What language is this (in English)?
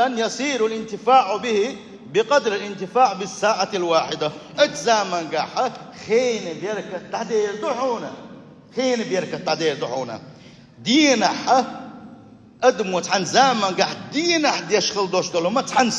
Chechen